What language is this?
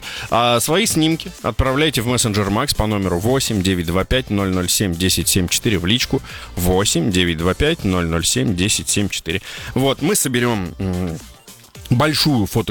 Russian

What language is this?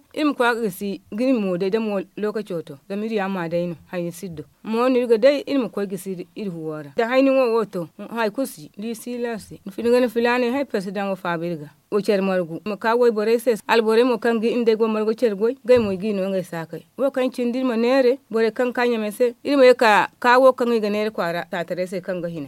Zarma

